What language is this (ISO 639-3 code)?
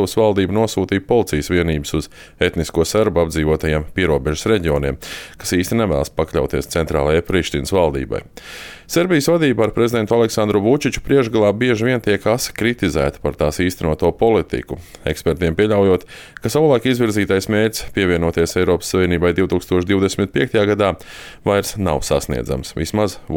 lav